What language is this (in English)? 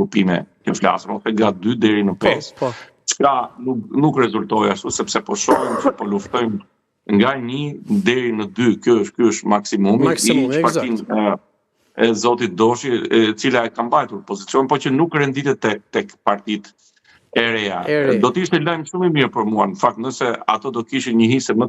Albanian